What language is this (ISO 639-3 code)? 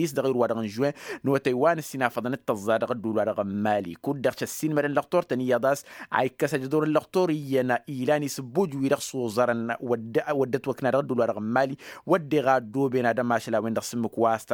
taq